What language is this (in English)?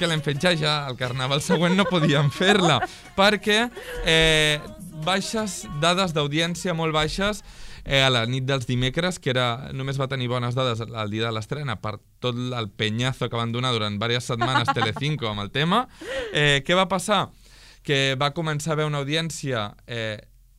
Catalan